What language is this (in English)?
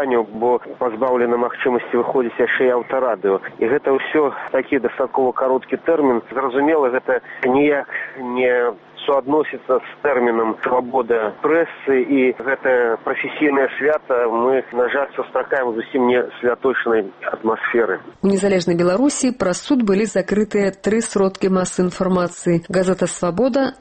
Belarusian